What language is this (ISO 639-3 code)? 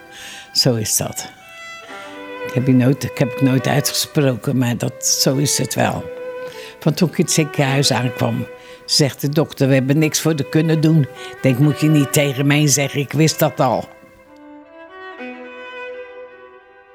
nld